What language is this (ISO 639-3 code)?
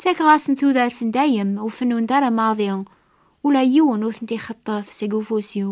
kab